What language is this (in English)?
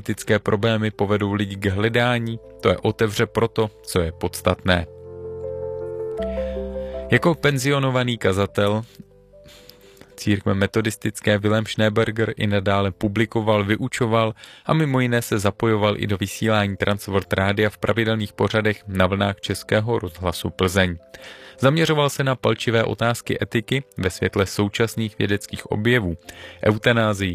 Czech